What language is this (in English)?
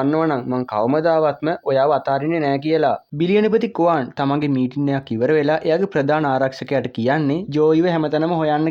Sinhala